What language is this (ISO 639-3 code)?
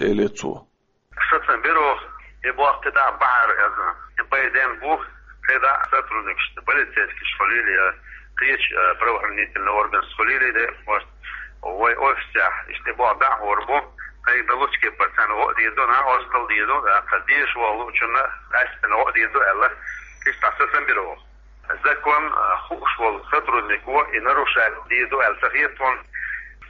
che